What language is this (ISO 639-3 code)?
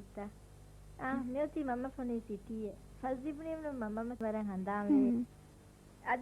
div